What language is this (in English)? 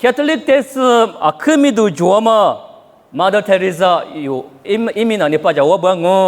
Lisu